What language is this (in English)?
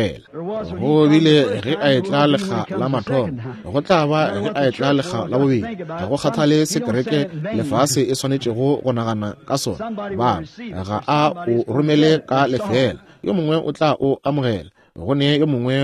Northern Sotho